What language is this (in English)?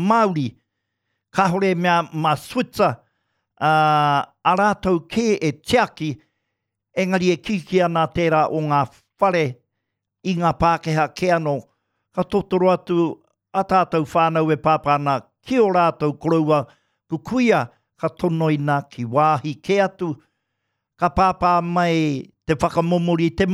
Māori